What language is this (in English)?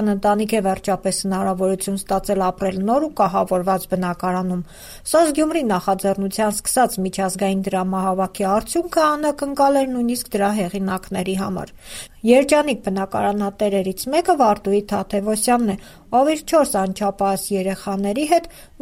Armenian